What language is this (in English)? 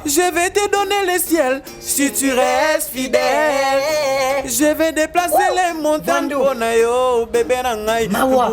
Lingala